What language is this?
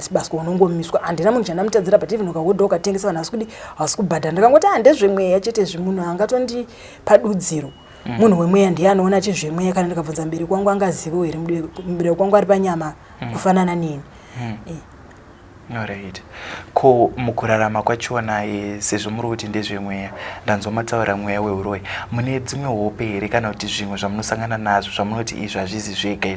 Shona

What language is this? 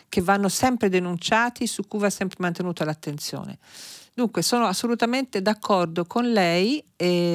Italian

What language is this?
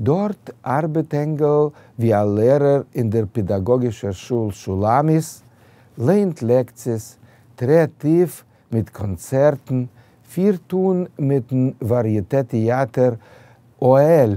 Yiddish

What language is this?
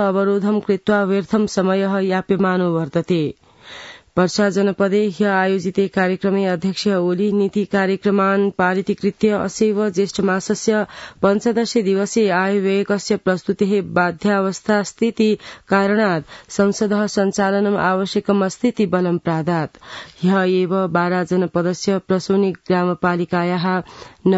Sanskrit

